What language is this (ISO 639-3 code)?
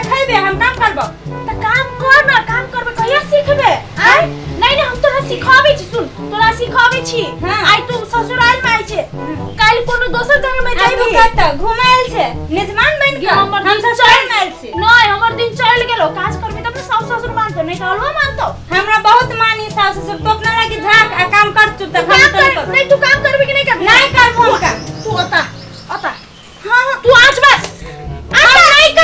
mai